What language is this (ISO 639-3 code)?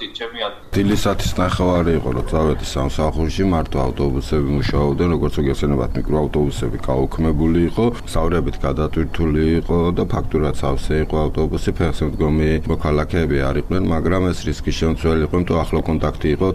kat